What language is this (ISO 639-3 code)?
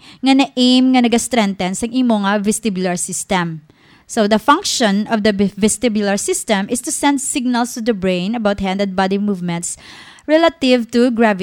hil